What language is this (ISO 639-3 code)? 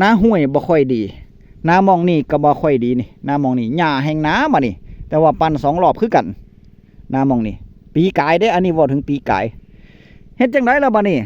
tts